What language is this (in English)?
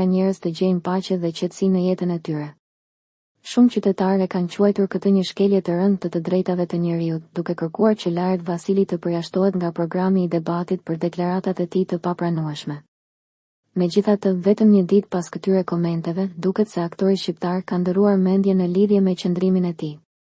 Albanian